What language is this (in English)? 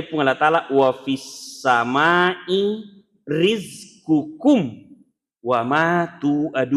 Buginese